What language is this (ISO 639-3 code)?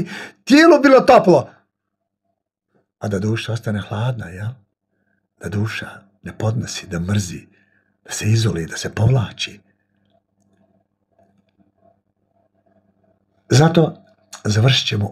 bos